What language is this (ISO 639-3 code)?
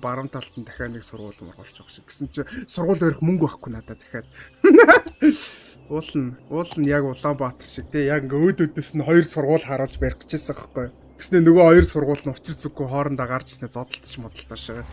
mon